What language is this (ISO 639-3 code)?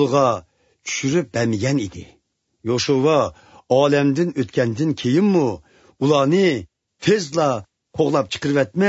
uig